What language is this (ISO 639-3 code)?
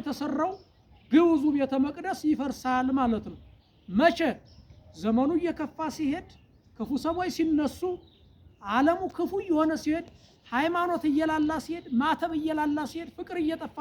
amh